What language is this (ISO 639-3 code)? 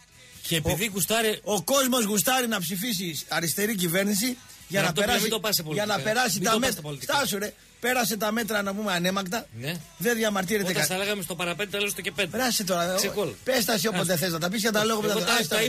ell